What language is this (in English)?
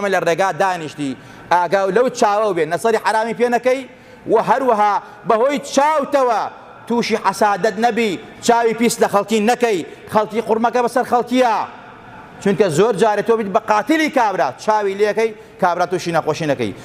Central Kurdish